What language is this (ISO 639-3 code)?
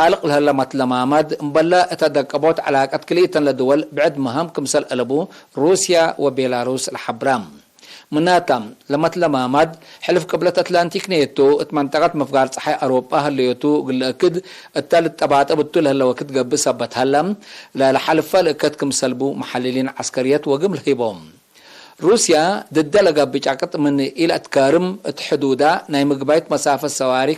tig